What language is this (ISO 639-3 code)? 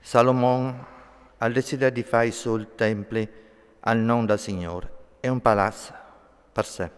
fur